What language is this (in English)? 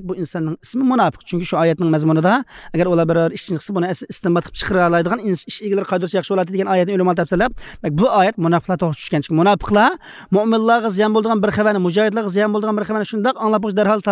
Uyghur